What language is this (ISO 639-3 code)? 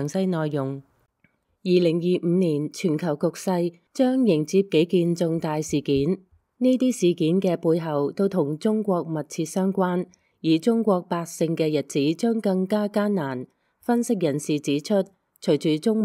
yue